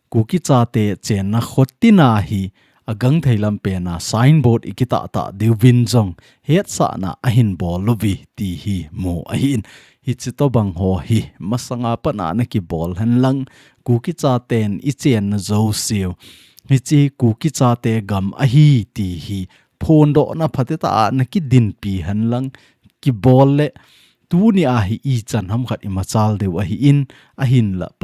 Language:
Thado Chin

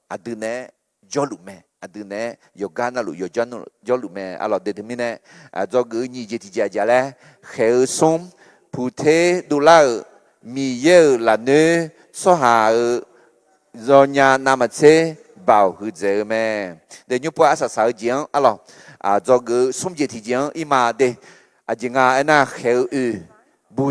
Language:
Akha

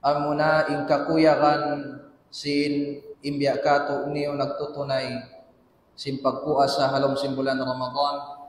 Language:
Tausug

